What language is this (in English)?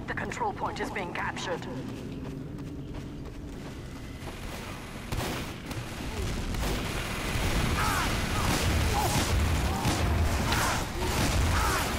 English